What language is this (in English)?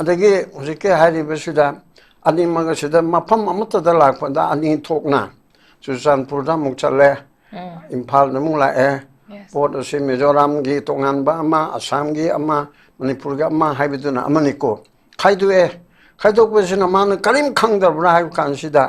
Manipuri